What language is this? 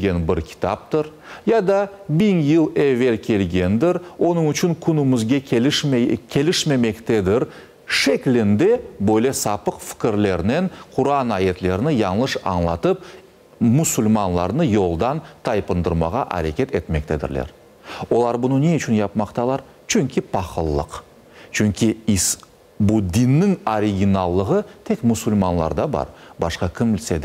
Crimean Tatar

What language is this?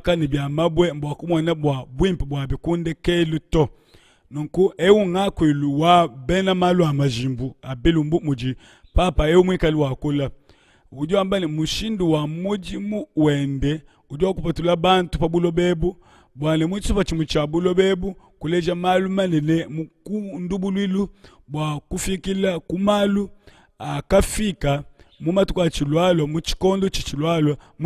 Luba-Lulua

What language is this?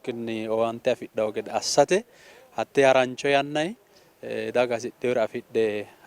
Sidamo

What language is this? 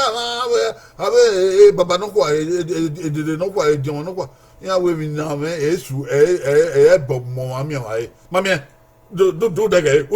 Bini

